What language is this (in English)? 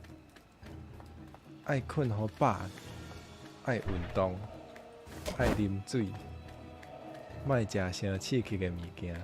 Min Nan Chinese